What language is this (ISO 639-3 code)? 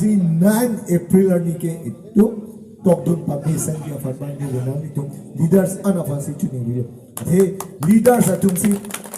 mjw